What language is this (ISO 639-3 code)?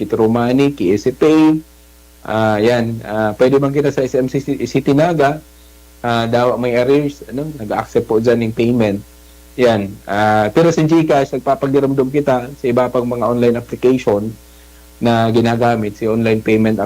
bik